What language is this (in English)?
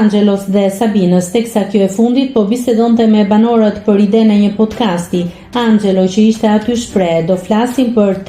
Albanian